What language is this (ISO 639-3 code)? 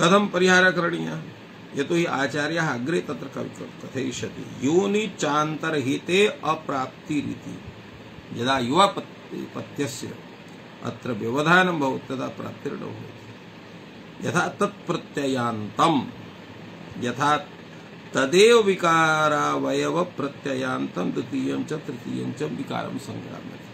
san